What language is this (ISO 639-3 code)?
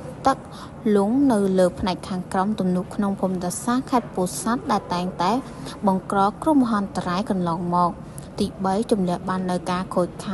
khm